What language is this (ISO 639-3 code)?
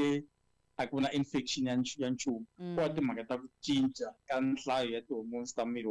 tso